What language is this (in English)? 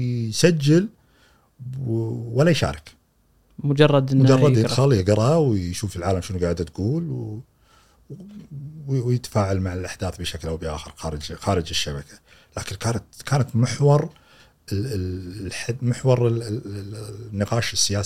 Gulf Arabic